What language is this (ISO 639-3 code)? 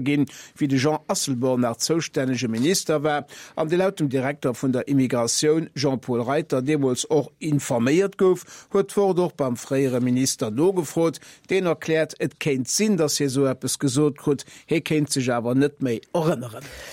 ltz